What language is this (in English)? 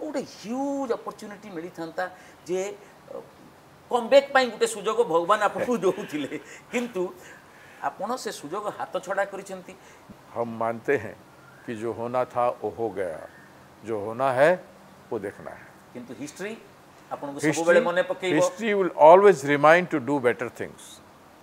Odia